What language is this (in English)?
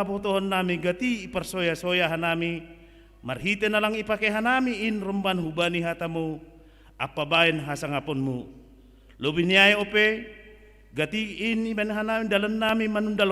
Batak Simalungun